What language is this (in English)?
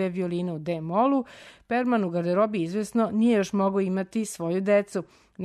Serbian